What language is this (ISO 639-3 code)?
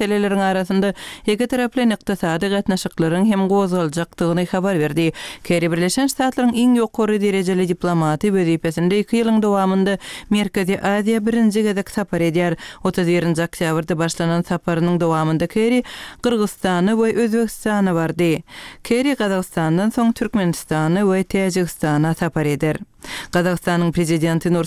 tuk